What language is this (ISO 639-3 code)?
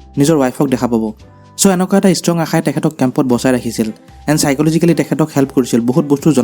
asm